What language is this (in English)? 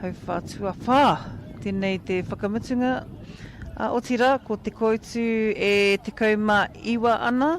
Māori